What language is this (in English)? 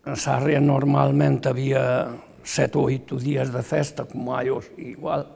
Galician